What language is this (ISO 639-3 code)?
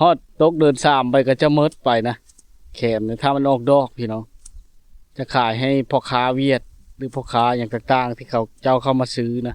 lao